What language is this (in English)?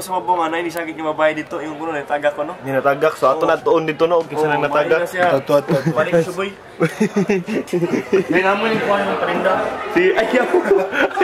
Cebuano